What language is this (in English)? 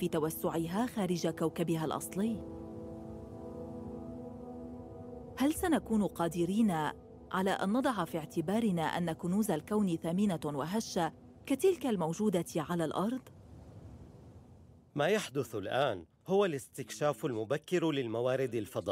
Arabic